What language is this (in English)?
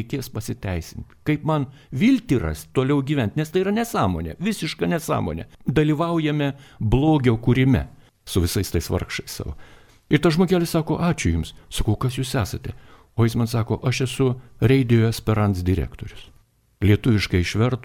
Lithuanian